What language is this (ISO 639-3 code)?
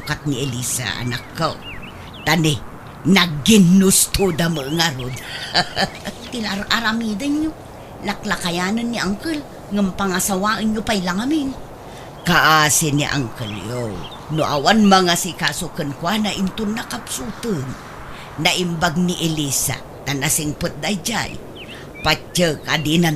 ilo